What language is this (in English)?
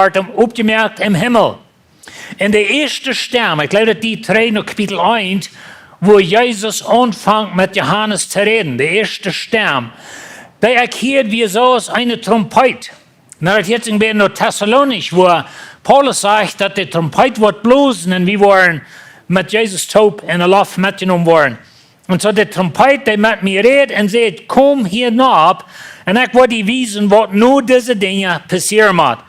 Plautdietsch